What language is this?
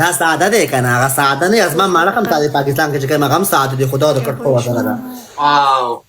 Pashto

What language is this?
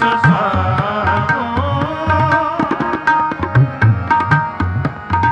Punjabi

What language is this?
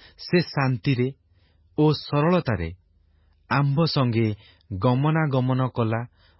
Odia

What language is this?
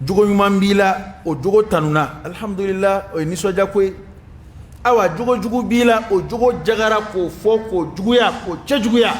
Dyula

